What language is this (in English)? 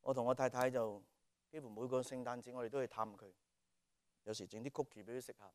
Cantonese